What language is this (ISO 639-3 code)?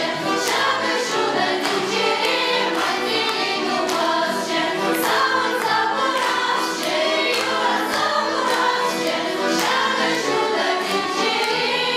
chv